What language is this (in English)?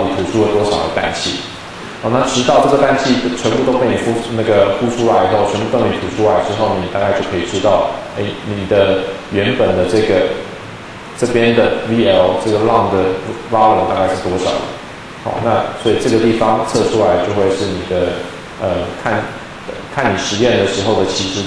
Chinese